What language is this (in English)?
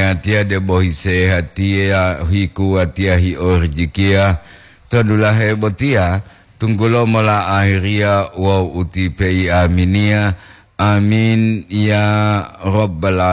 Gorontalo